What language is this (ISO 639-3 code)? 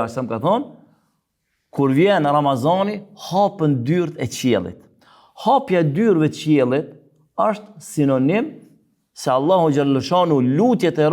sqi